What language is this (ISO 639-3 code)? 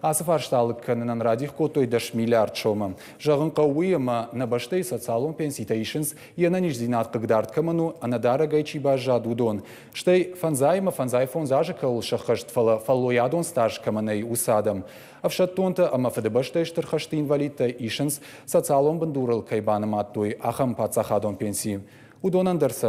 oss